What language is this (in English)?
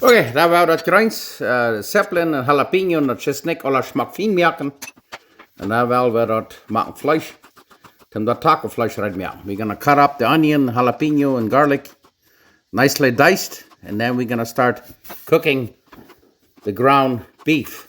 Plautdietsch